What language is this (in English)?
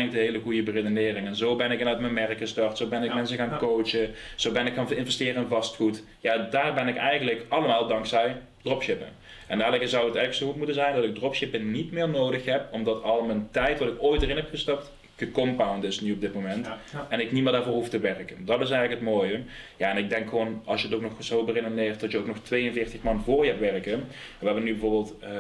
Dutch